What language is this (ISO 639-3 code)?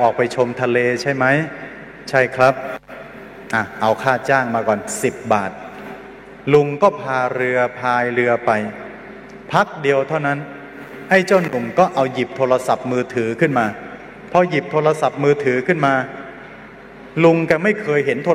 tha